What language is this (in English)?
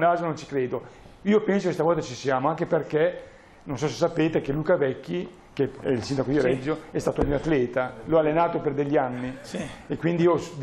Italian